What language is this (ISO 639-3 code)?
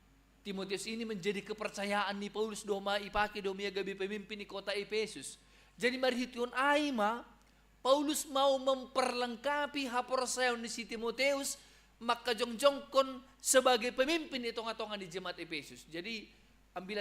bts